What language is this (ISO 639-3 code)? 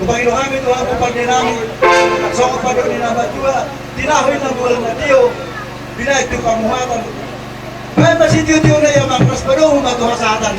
bbc